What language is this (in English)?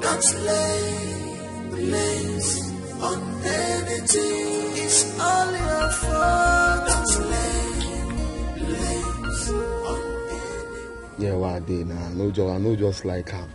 Nigerian Pidgin